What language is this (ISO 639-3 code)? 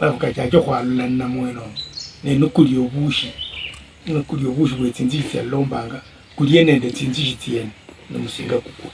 luy